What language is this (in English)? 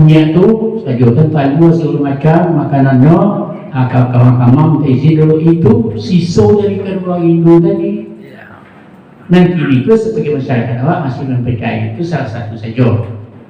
Minangkabau